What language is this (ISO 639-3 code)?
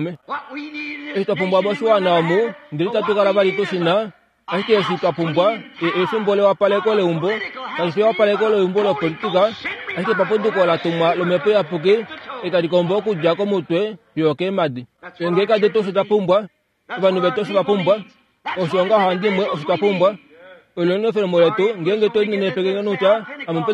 kua